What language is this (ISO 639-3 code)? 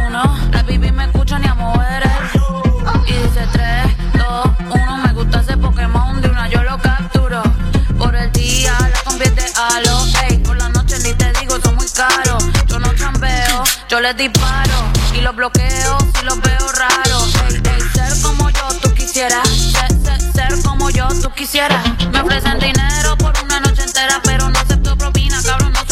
spa